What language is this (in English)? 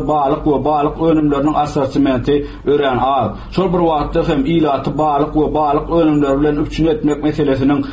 Turkmen